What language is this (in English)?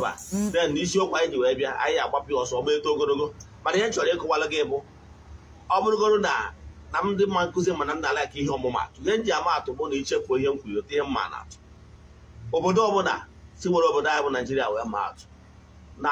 Igbo